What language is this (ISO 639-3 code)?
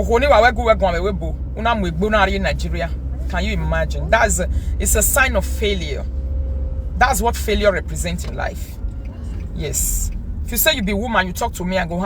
pcm